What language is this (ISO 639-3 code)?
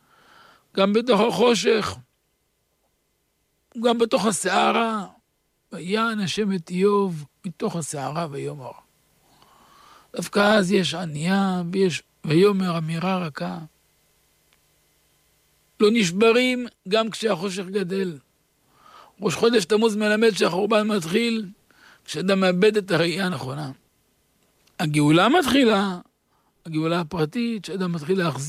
heb